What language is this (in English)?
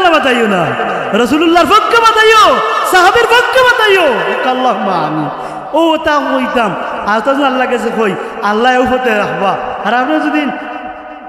Sylheti